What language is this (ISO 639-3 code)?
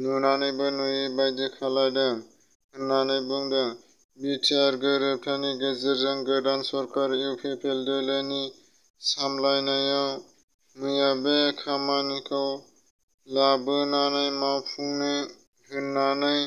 brx